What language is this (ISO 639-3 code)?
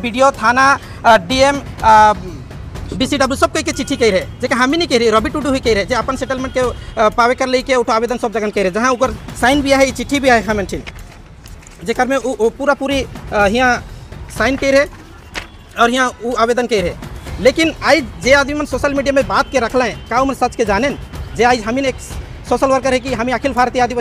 sck